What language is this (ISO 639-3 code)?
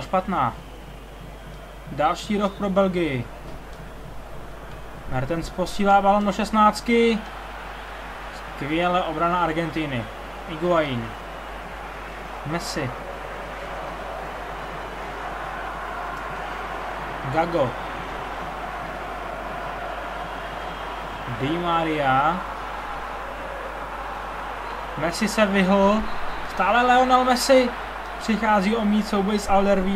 ces